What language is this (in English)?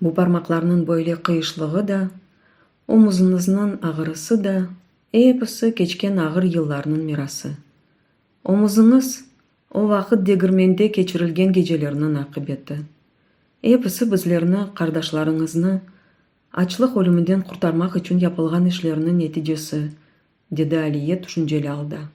Crimean Tatar